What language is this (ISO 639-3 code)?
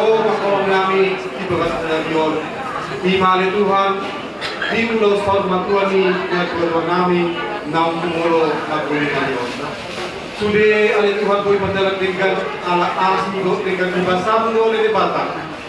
bbc